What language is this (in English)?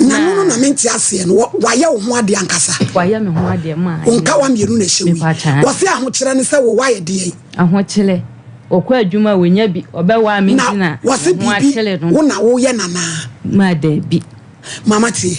Akan